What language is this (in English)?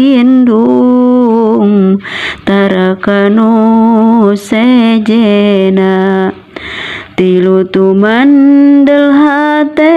Sundanese